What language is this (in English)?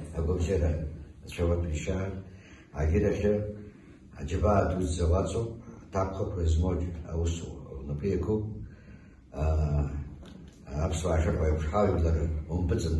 Abkhazian